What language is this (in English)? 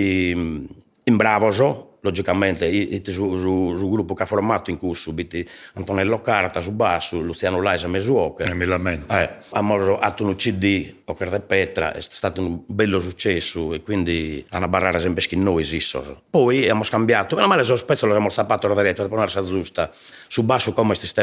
Sardinian